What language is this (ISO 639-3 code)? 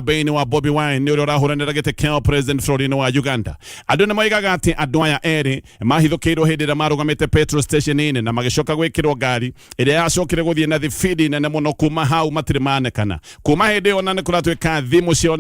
kik